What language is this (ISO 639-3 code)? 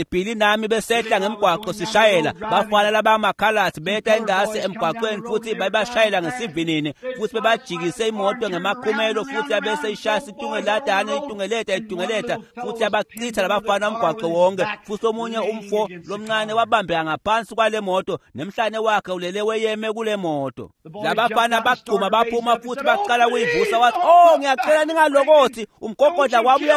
ssw